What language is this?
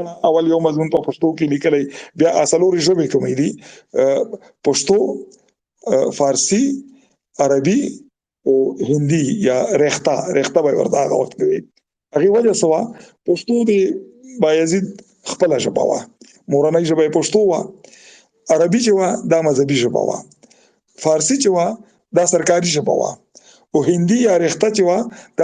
Pashto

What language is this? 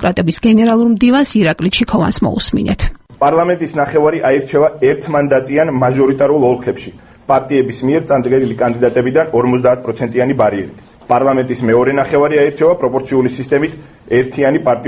Georgian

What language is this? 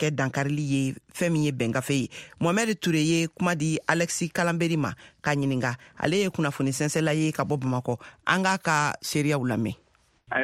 Bambara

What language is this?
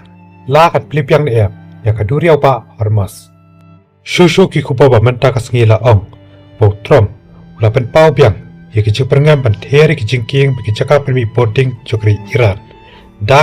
Khasi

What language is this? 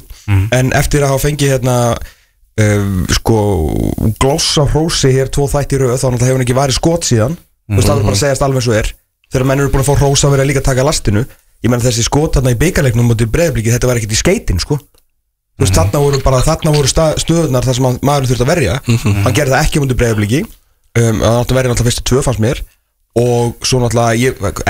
Icelandic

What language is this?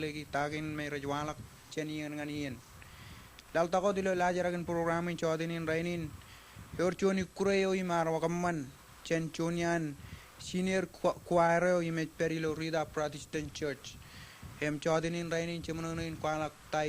Marshallese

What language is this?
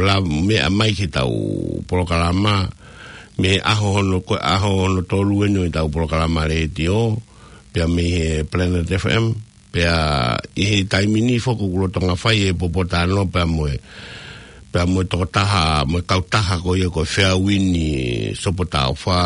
Tongan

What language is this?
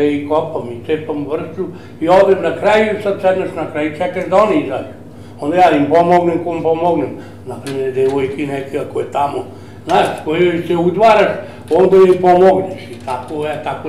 Serbian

